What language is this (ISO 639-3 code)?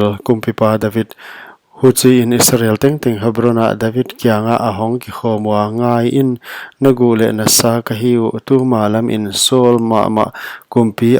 pck